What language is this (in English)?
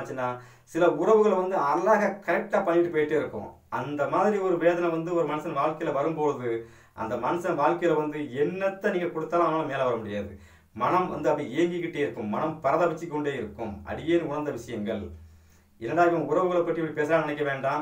Tamil